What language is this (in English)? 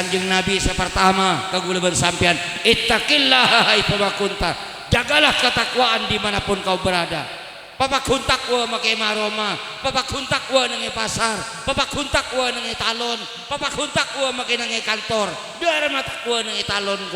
Madurese